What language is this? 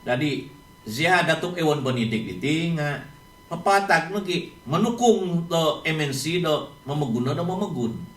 Central Dusun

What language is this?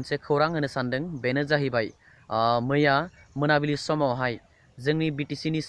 Bodo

